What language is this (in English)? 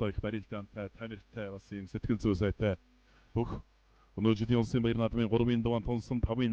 Mongolian